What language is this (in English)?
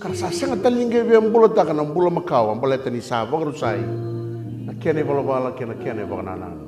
Fijian